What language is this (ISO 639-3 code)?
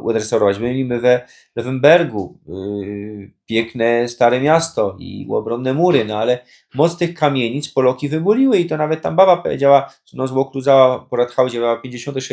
szl